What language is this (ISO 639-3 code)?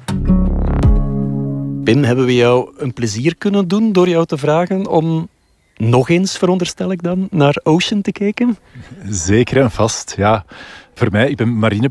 nld